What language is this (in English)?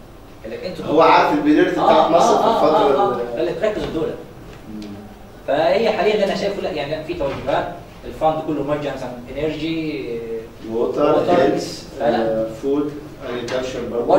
Egyptian Arabic